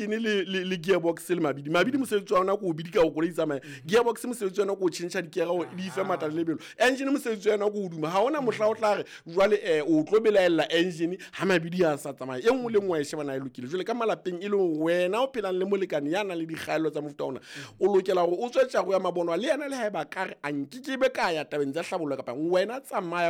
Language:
Southern Sotho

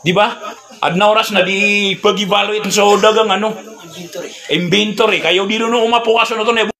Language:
Maranao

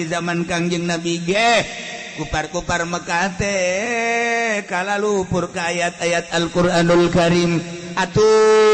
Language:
Sundanese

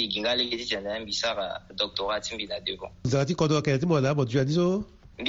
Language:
Sango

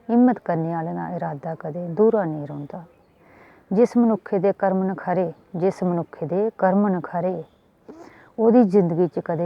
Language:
Dogri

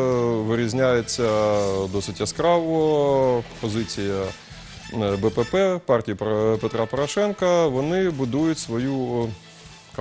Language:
Ukrainian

